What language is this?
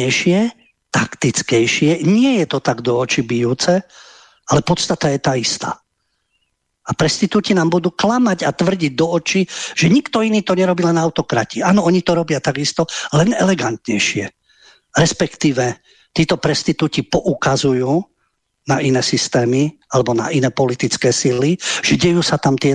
Slovak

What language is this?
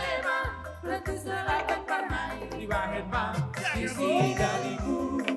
Batak Toba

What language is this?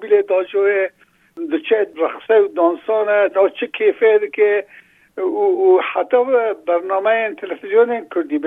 Kurdish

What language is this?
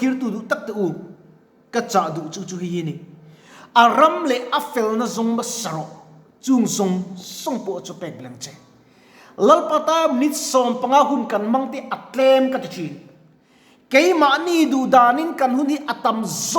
Mizo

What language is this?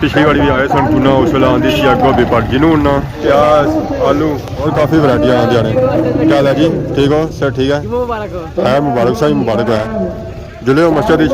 Pahari-Potwari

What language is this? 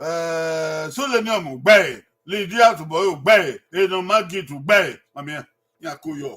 Bini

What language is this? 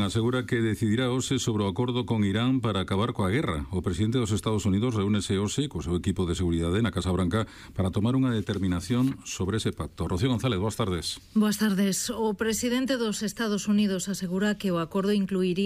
Galician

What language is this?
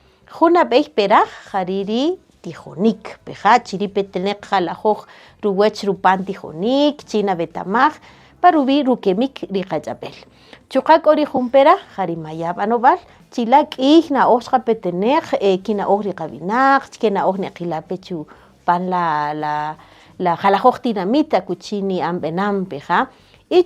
Kaqchikel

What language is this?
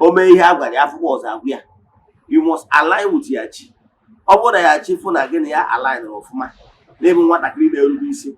Igbo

